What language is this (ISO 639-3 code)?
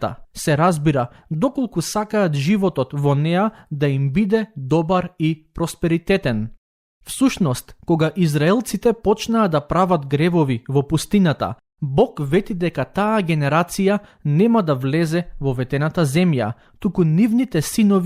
mkd